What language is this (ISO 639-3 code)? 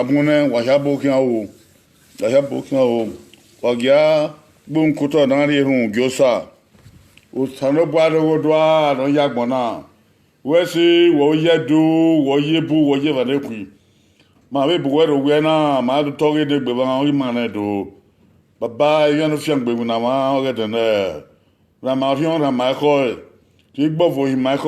bin